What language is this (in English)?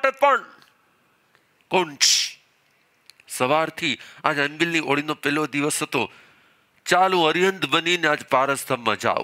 Gujarati